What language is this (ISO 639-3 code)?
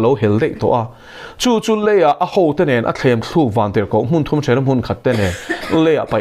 lus